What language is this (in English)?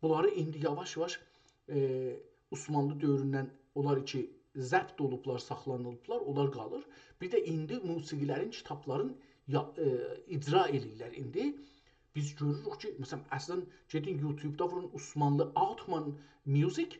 South Azerbaijani